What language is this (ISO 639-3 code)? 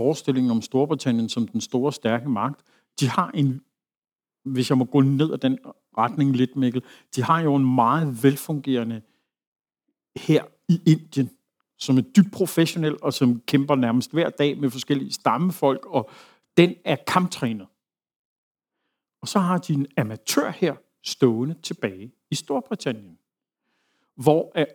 dan